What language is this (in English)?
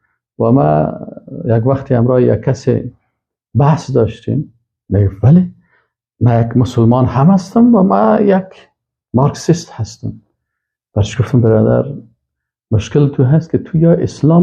Persian